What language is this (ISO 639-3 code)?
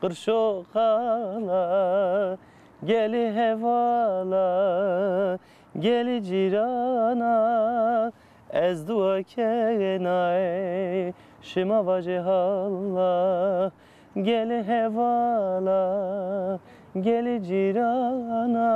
zza